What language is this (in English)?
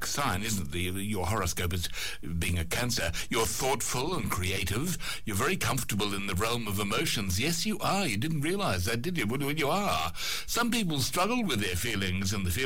English